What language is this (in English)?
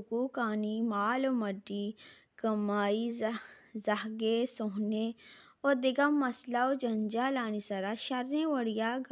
Baluchi